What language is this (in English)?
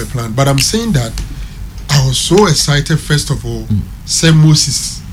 Akan